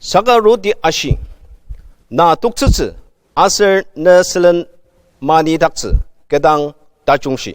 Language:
Ao Naga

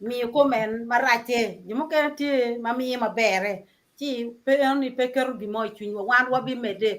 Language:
Acoli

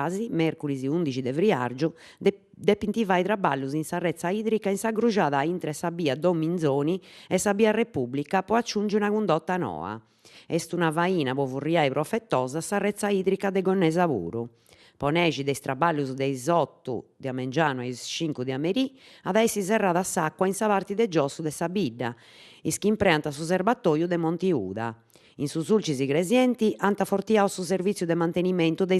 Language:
Sardinian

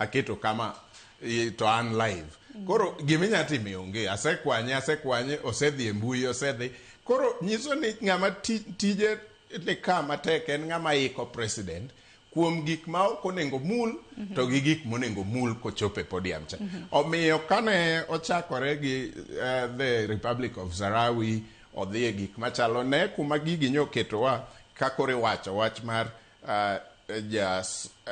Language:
Luo (Kenya and Tanzania)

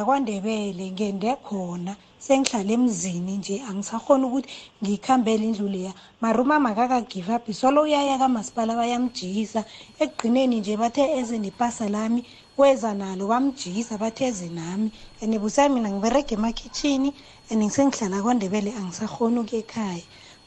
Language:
South Ndebele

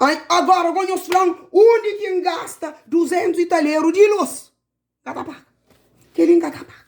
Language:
Kabuverdianu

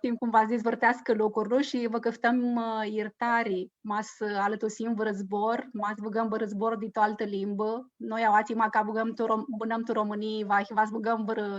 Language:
Aromanian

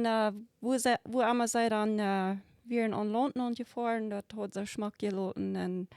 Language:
Plautdietsch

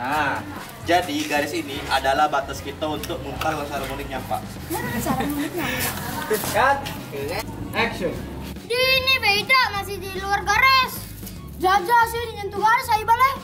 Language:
Musi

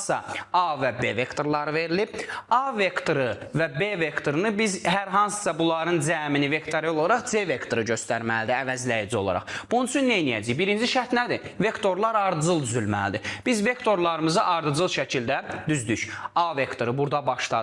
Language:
Azerbaijani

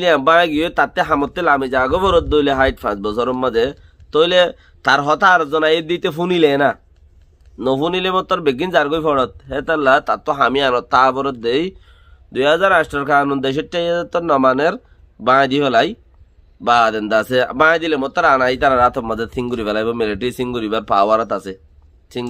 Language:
Rohingya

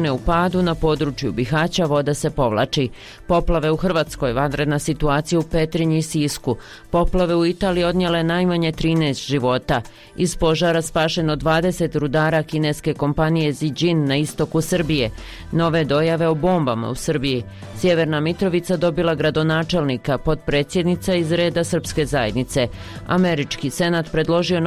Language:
Bosnian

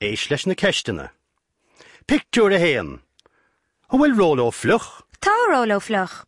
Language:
Irish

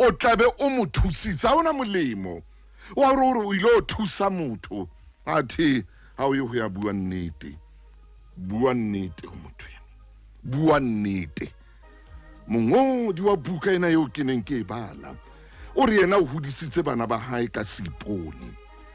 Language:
Southern Sotho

